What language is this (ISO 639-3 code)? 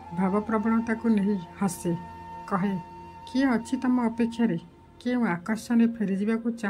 ori